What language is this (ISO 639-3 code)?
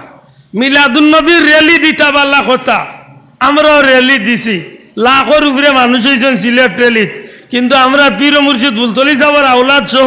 syl